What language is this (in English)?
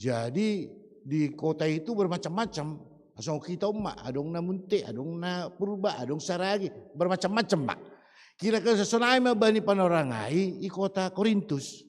Batak Simalungun